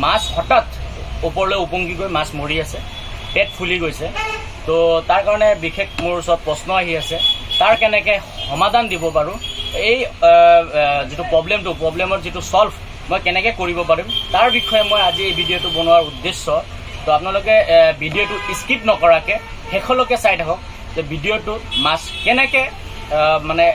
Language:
Assamese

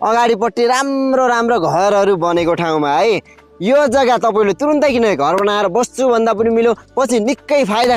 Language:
Nepali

